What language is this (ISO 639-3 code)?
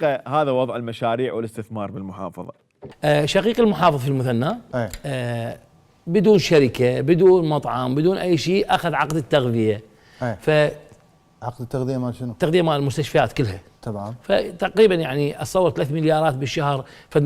acm